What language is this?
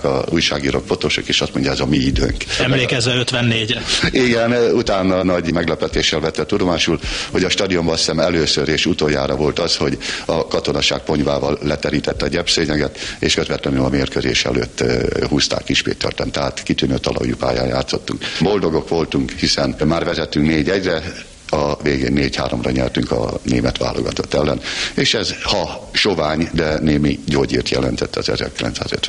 Hungarian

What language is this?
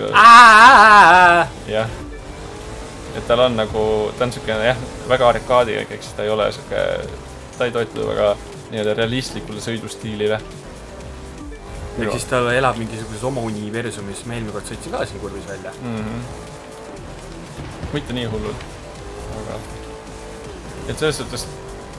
Estonian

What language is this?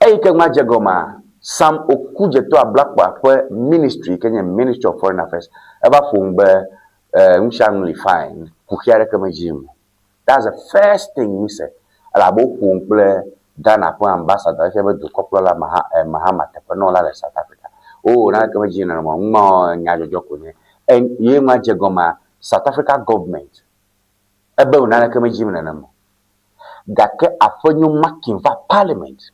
Ewe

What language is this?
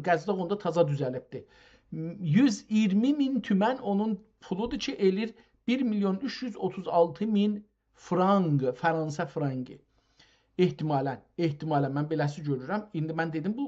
South Azerbaijani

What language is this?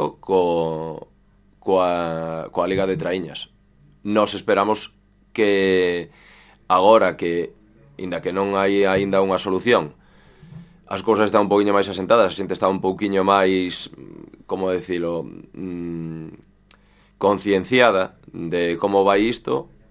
Galician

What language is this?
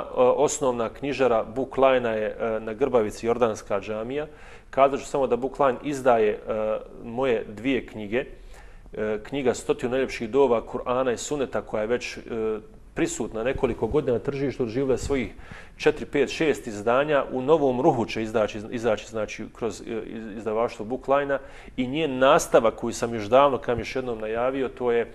Bosnian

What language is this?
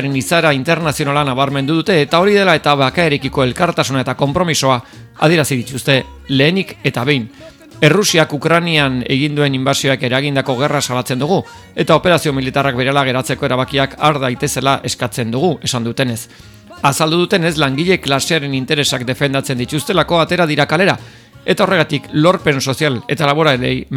Basque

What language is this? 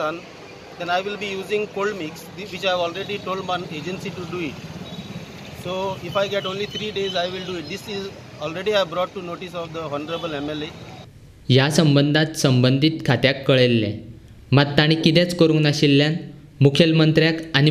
Konkani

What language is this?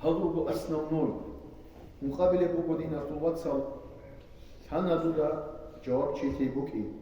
Avaric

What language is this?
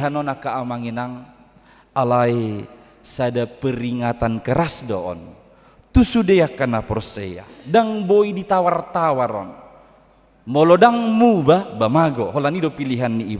Batak Toba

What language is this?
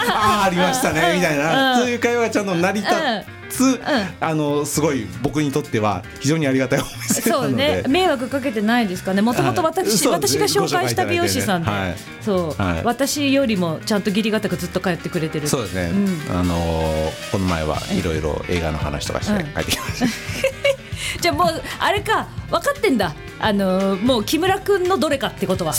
Japanese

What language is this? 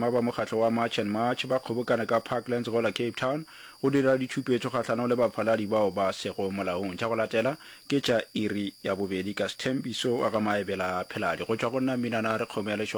Northern Sotho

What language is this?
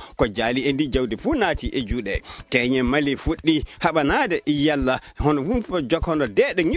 Fula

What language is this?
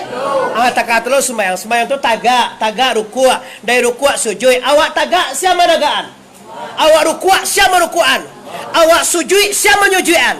Minangkabau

